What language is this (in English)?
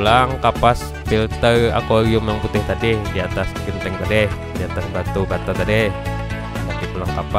Banjar